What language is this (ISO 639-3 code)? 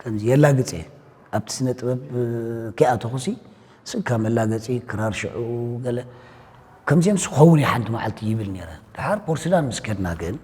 tir